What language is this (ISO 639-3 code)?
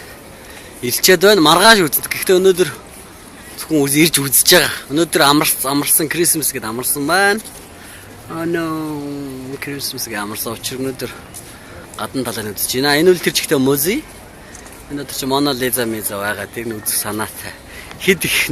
mon